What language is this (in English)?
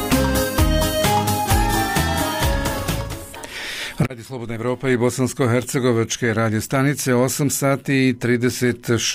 Bosnian